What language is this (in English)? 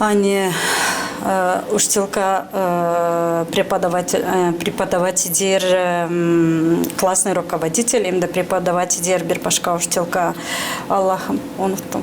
Gagauz